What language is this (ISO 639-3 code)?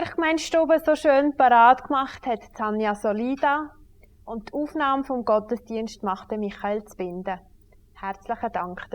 gsw